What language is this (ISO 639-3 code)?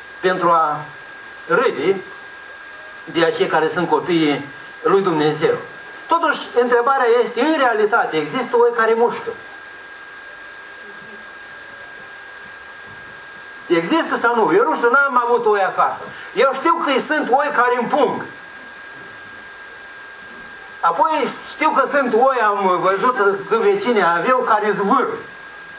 ron